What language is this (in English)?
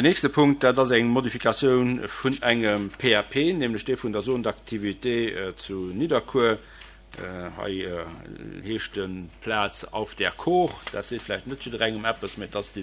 Luxembourgish